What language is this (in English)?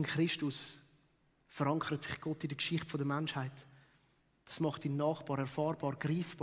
Swiss German